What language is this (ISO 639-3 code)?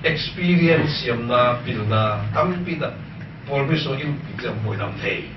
ctd